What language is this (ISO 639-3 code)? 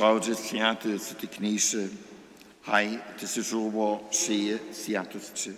hsb